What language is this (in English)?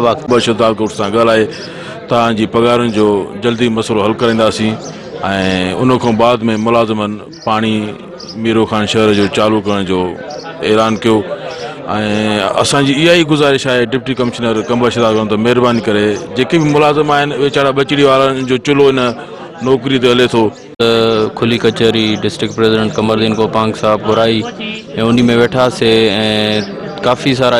Sindhi